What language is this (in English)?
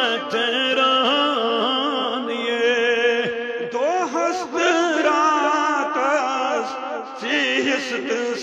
Kashmiri